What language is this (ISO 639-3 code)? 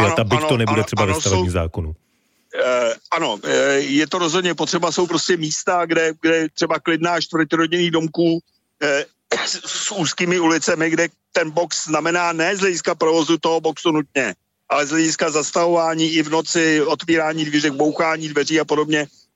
ces